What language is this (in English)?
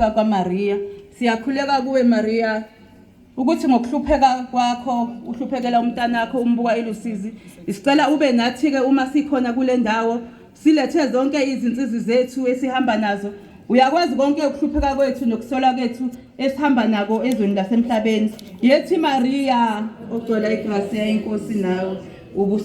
Zulu